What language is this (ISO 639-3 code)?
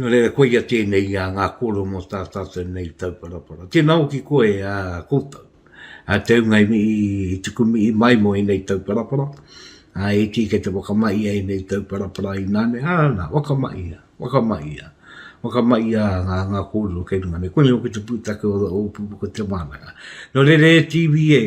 mri